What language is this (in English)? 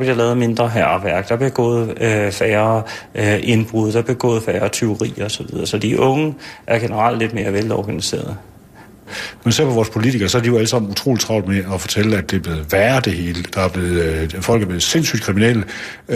Danish